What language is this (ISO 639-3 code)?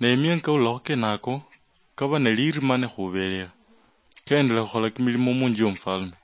luy